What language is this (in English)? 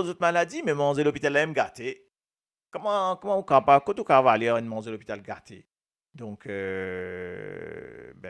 Morisyen